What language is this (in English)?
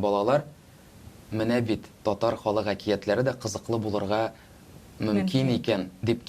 Tatar